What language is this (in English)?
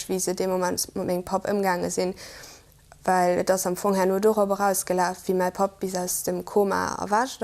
Luxembourgish